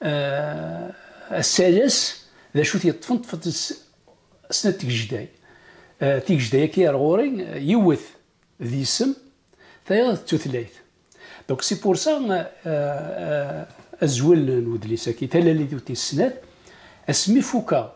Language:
Kabyle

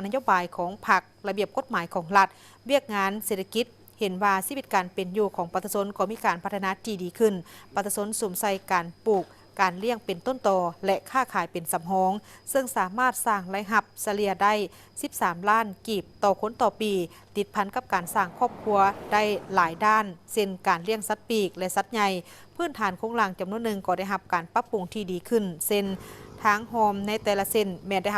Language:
Lao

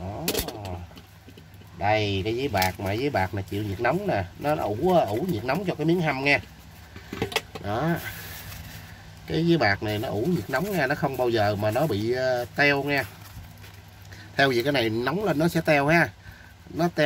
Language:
Vietnamese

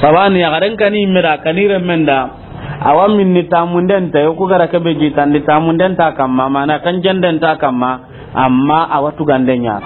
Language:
Soninke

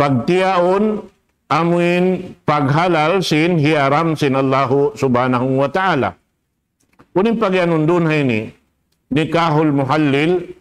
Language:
Tausug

